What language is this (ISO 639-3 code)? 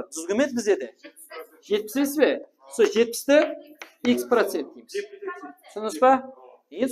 kaa